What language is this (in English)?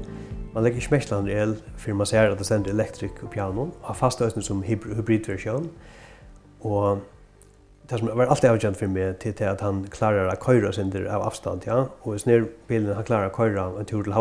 Faroese